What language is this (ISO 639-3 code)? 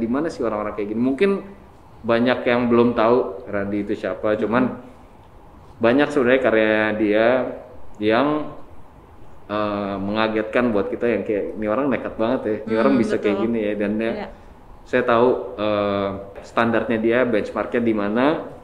ind